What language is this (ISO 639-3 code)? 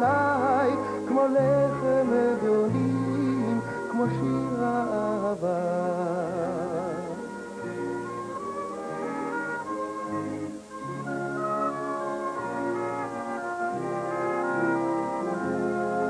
heb